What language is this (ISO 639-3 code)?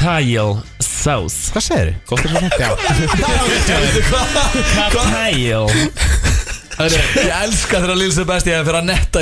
isl